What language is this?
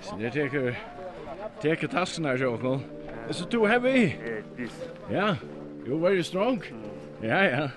Faroese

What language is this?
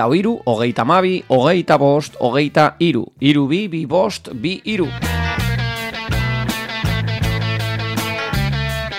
Basque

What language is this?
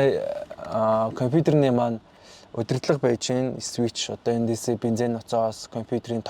Mongolian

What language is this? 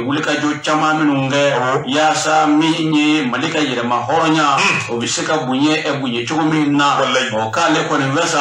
Bambara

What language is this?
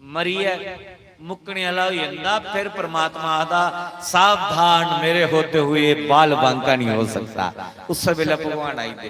Dogri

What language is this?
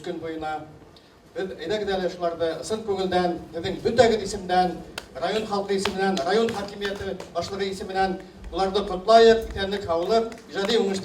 Bashkir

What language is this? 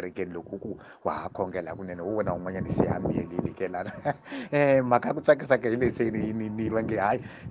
Tsonga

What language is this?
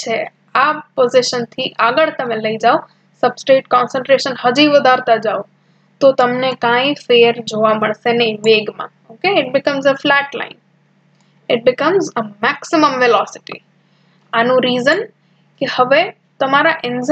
Gujarati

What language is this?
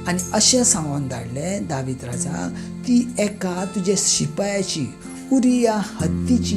Konkani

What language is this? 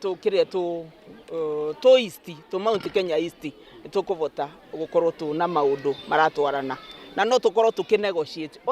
Kikuyu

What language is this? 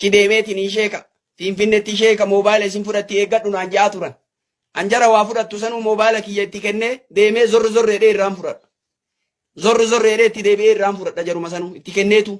Oromo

